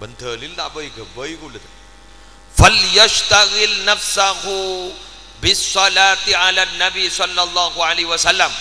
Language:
Madurese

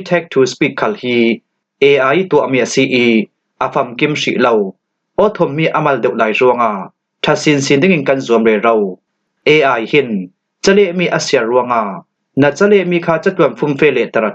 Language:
Falam Chin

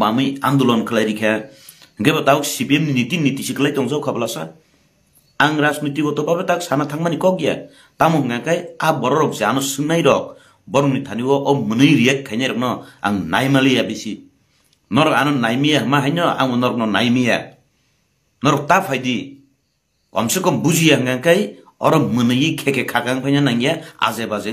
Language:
Kok Borok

